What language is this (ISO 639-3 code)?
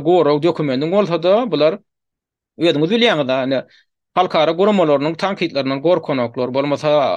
tuk